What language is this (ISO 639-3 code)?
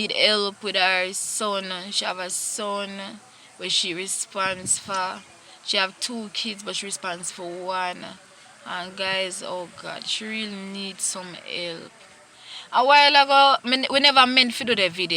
jam